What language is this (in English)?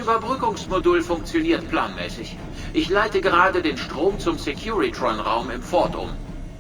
Bavarian